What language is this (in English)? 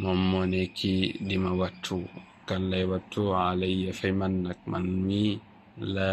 Wolof